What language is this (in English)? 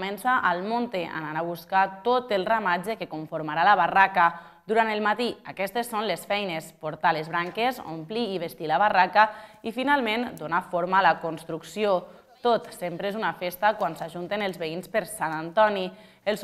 Catalan